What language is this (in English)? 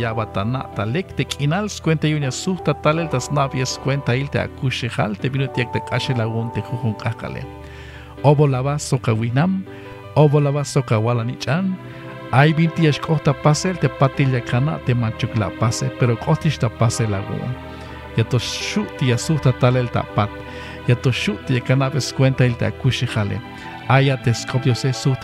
Tzeltal